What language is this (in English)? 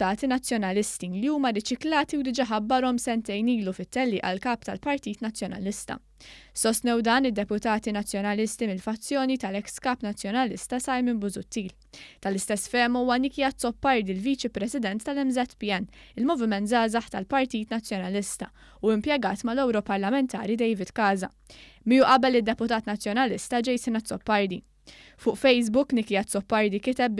Maltese